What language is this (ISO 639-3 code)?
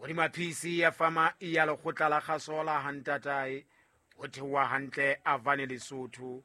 sot